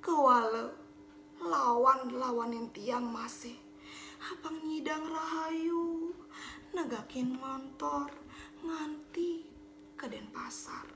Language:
Balinese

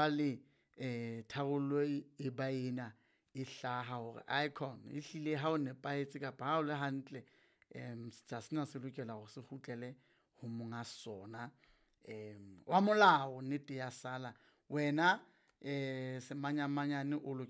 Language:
Southern Sotho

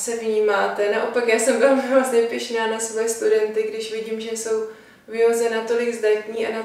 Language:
Czech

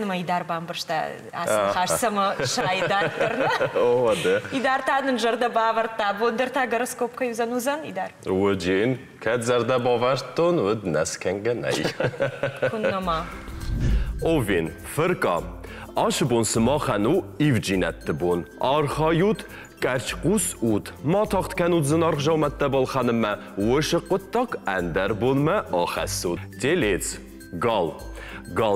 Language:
Ossetic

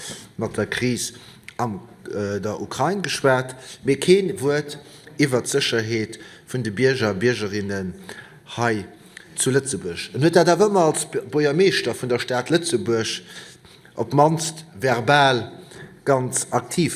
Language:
Luxembourgish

